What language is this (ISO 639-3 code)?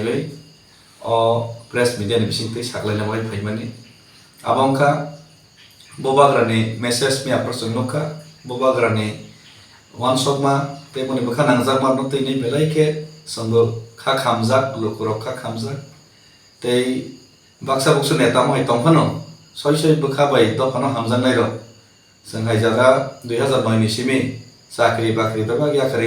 trp